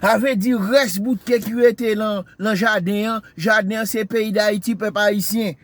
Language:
Haitian Creole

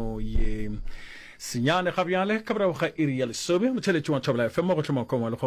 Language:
Northern Sotho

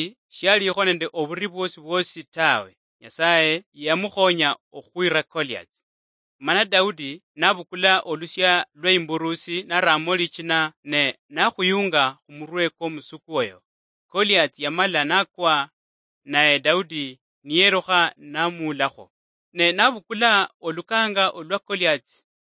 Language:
Luyia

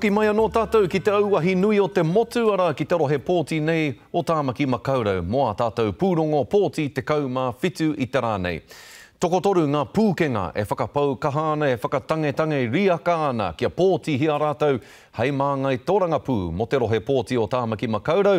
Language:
Māori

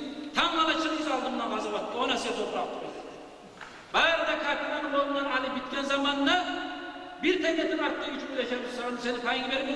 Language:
Kumyk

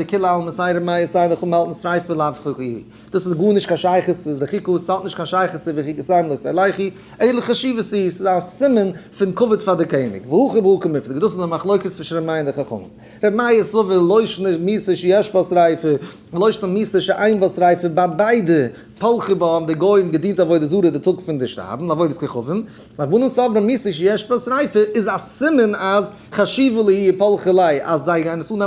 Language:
Yiddish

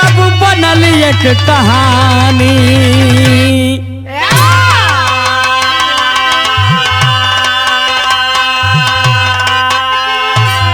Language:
Bhojpuri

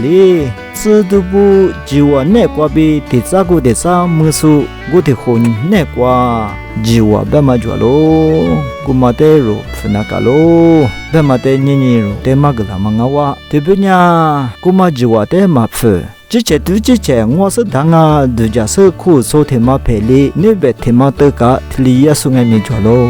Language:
Lisu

